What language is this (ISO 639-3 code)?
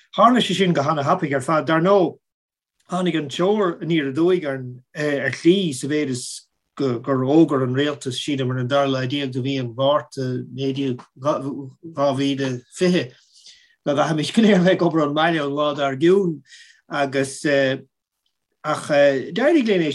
gle